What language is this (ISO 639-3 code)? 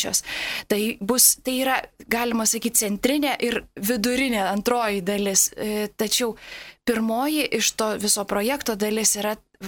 lit